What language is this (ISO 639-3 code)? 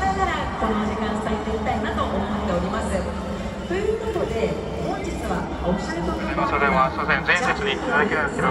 jpn